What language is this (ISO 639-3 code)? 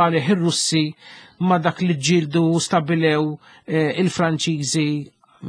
mlt